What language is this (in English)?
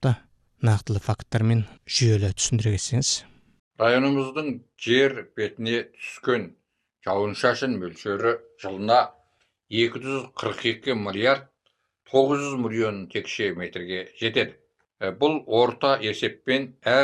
Kazakh